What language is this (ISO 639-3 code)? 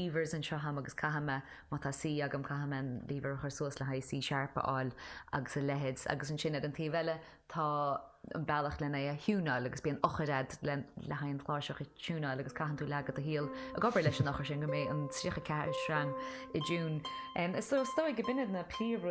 gle